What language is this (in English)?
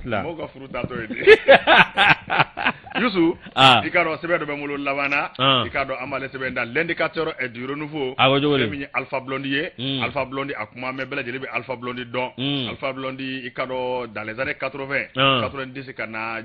Bambara